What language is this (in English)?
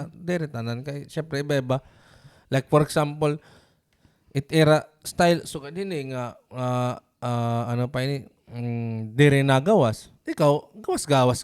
Waray